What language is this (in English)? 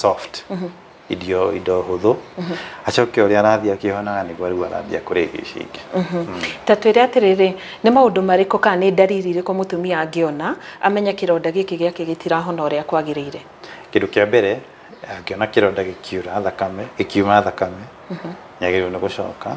Kikuyu